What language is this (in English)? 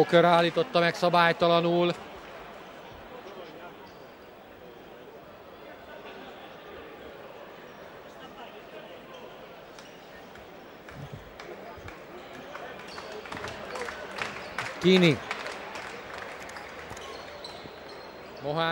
Hungarian